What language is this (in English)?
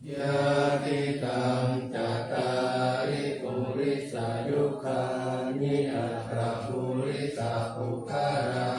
Pali